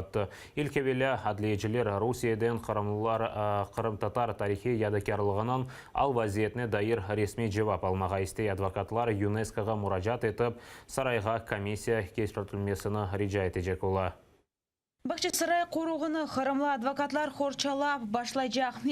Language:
Crimean Tatar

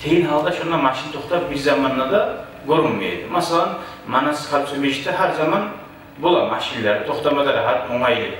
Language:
Kumyk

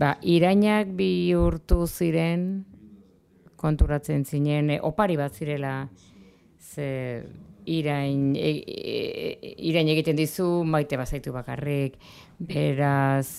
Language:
Basque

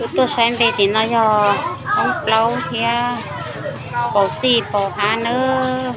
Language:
Hmong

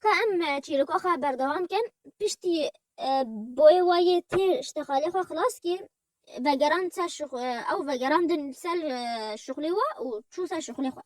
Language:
Kurdish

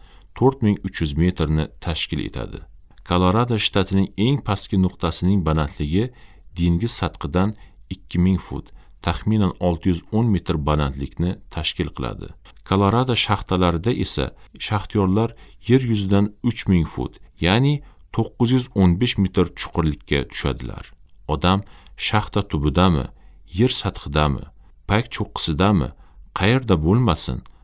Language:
Uzbek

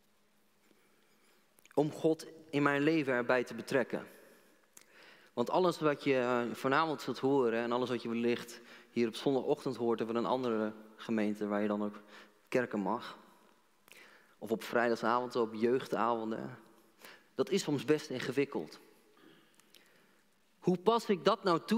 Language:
Dutch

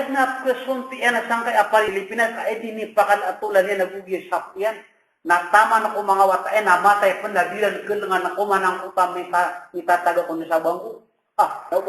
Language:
Maranao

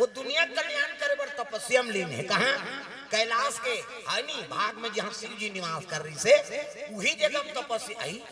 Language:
Chhattisgarhi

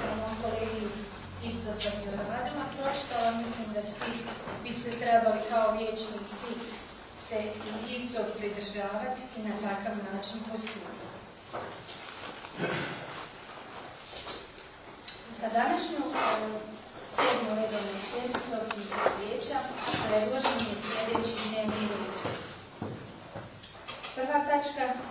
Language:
Bosnian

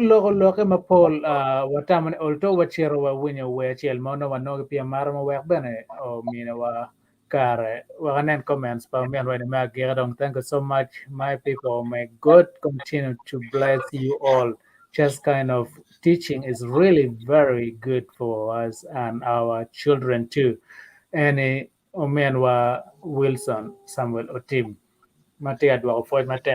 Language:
Acoli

